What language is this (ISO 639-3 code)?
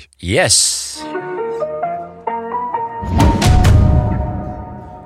nld